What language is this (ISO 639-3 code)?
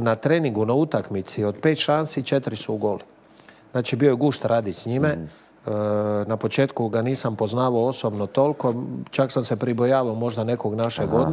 hrv